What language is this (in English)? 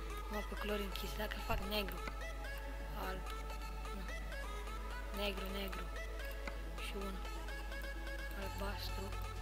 Romanian